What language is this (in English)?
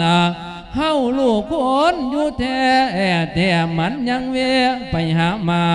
Lao